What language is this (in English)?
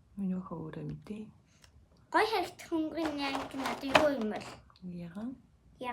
Mongolian